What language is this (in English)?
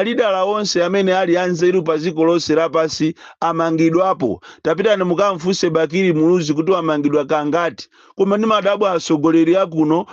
Nyanja